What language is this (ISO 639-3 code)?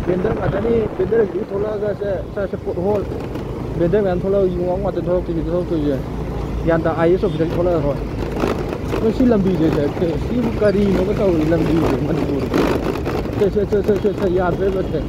mni